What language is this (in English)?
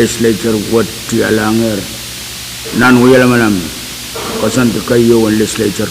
Pohnpeian